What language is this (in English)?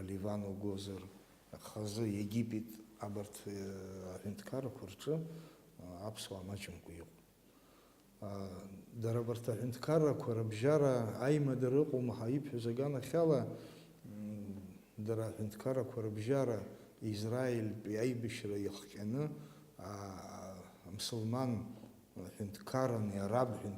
Abkhazian